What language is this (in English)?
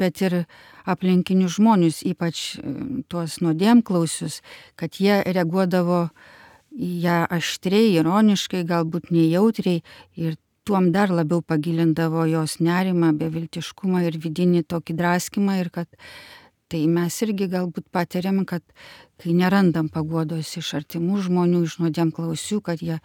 Lithuanian